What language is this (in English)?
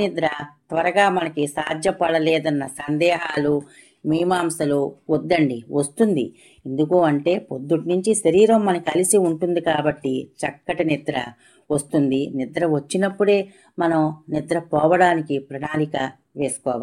Telugu